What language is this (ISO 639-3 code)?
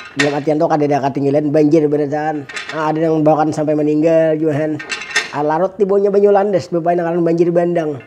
bjn